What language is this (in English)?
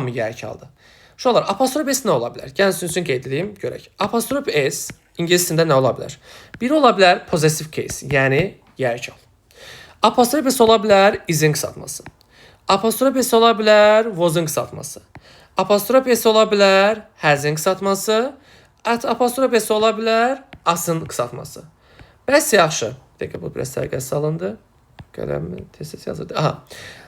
Azerbaijani